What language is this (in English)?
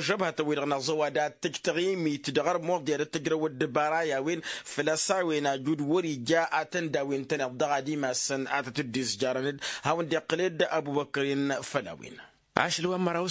Tamasheq